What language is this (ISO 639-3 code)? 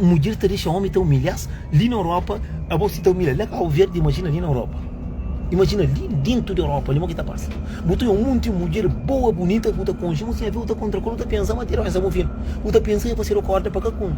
kea